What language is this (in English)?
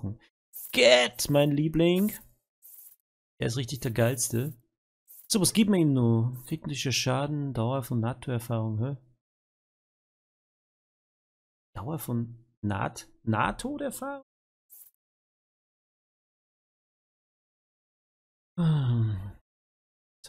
German